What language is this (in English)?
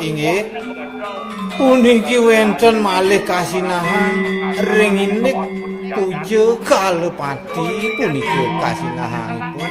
Balinese